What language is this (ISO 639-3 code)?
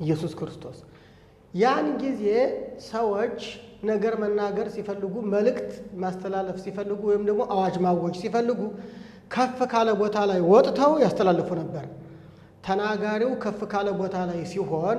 amh